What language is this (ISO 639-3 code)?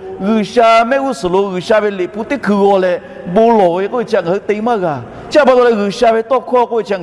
lhu